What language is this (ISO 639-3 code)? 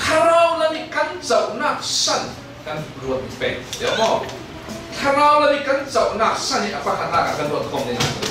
cfm